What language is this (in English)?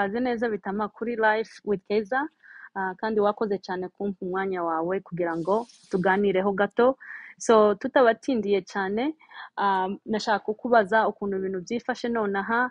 Kinyarwanda